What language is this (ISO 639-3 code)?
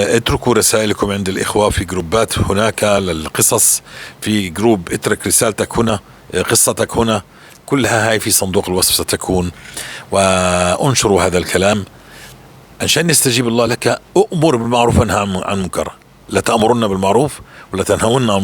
apc